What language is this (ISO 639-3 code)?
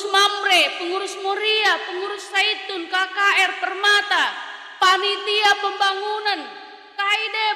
btx